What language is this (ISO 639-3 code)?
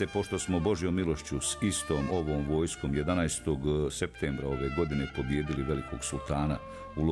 bos